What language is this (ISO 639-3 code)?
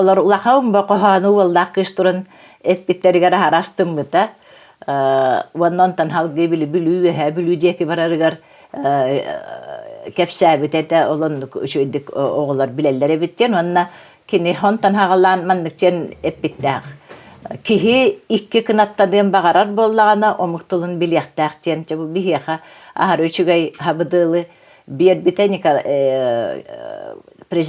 sah